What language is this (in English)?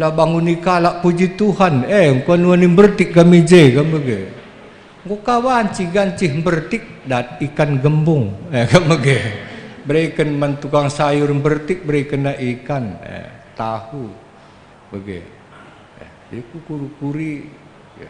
Batak Karo